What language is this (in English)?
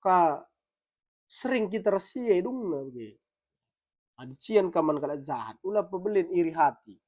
Batak Karo